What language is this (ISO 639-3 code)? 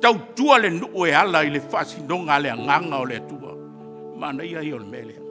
smo